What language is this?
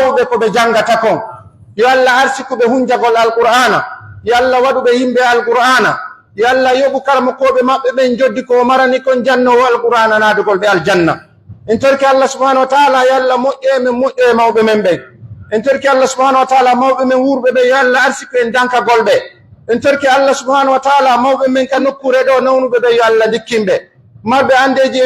Pular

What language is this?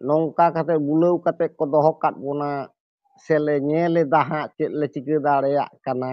Santali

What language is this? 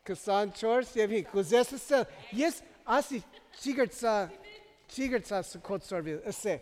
Armenian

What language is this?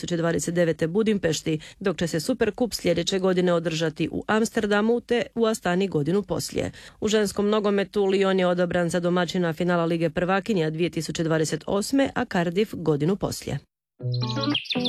Croatian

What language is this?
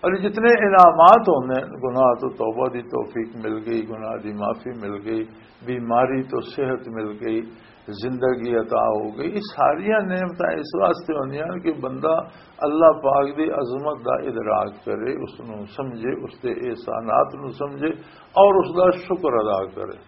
Western Panjabi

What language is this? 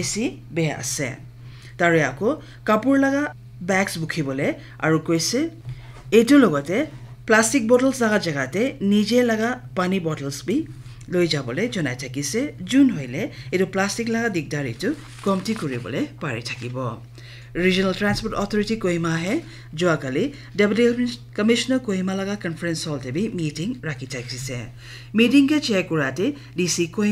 Naga Pidgin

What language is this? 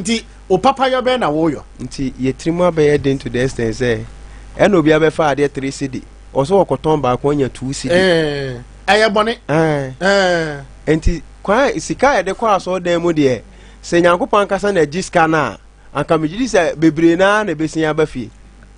Akan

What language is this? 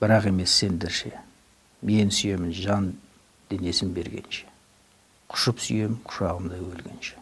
Kazakh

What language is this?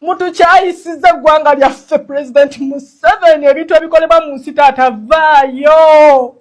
Ganda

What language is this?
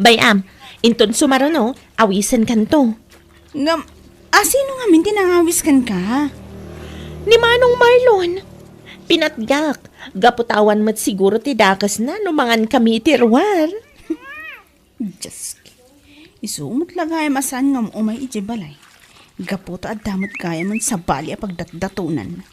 Iloko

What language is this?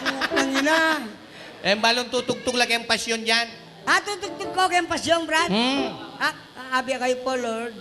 Pampanga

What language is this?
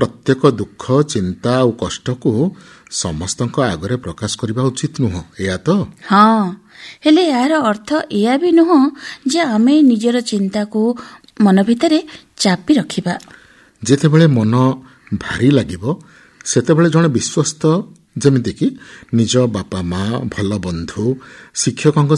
Odia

